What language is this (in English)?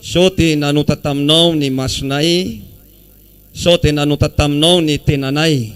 Malagasy